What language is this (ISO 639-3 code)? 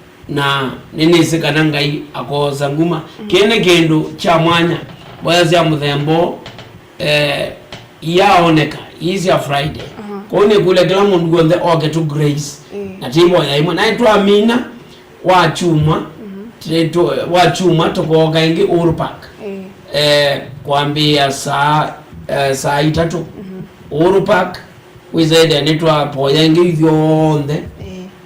kam